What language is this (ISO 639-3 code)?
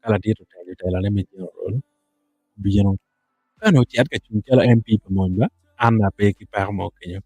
ach